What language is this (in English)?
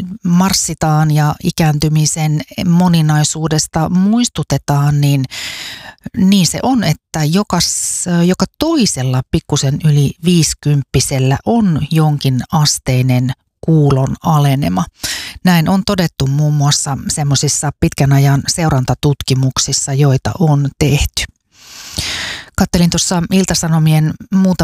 Finnish